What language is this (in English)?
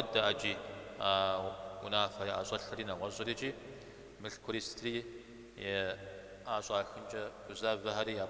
Kabardian